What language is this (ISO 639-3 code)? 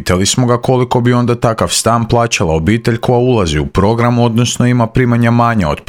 hrv